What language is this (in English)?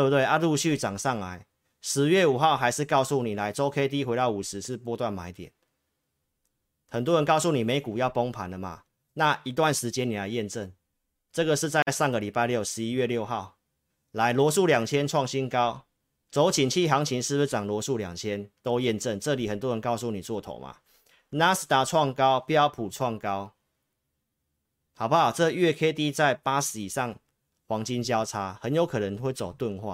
Chinese